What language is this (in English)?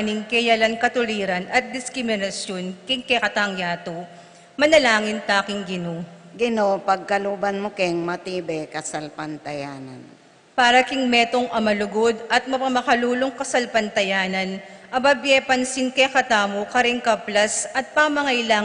Pampanga